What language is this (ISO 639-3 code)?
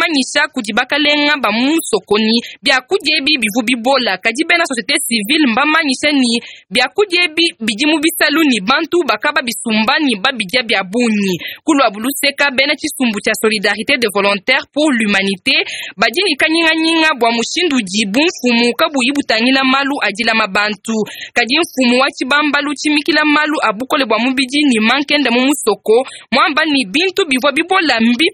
lua